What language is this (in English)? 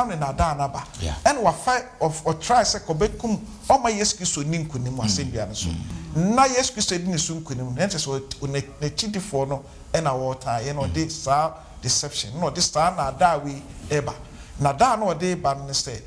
Akan